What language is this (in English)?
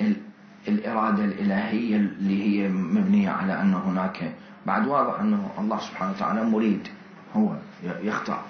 Mesopotamian Arabic